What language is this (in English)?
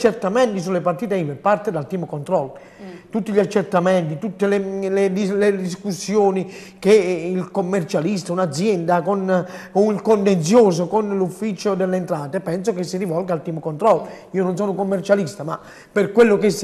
Italian